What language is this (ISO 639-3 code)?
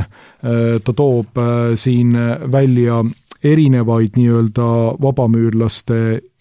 est